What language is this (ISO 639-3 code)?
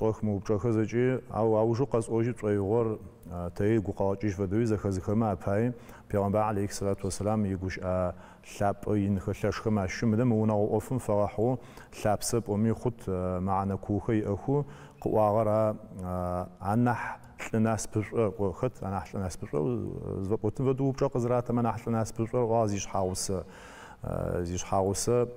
ady